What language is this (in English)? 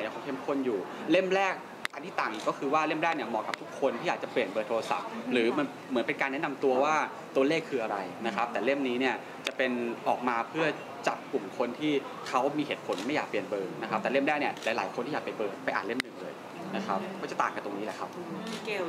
Thai